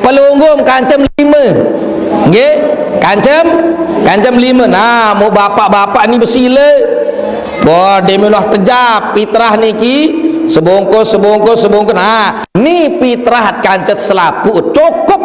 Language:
Sasak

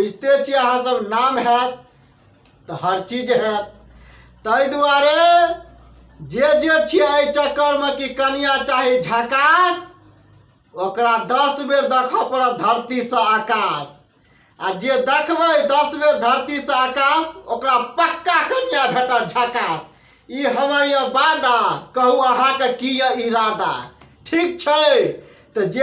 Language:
Maithili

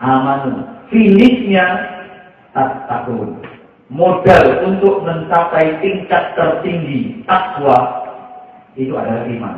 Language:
Javanese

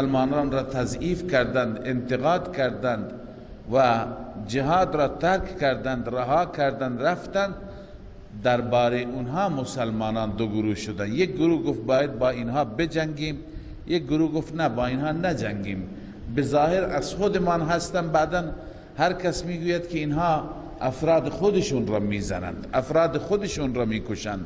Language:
Persian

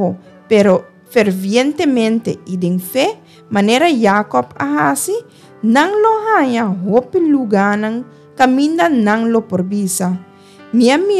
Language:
Papiamento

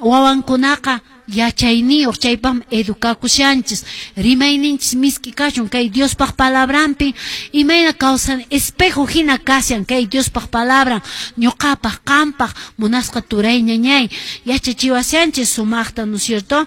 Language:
Quechua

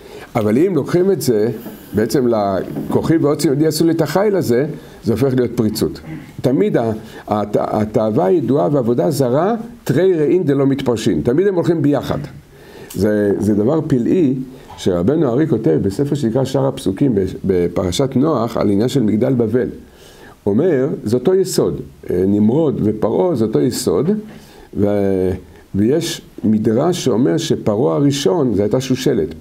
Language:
Hebrew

